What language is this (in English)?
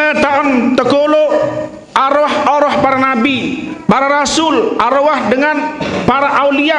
Sasak